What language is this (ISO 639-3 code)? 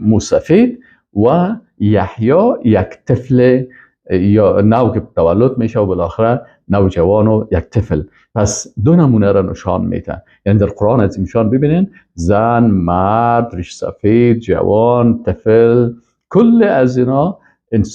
fas